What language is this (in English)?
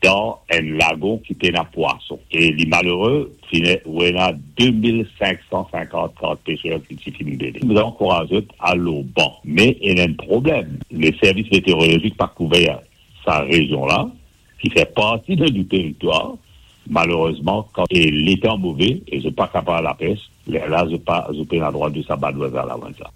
Morisyen